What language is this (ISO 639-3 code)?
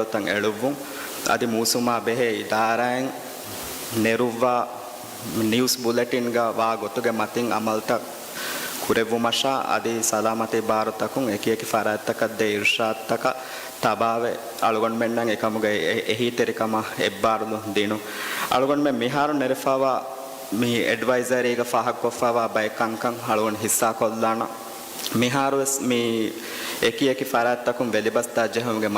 div